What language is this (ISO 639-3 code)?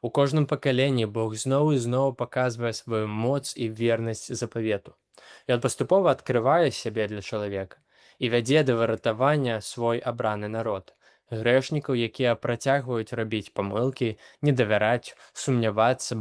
bel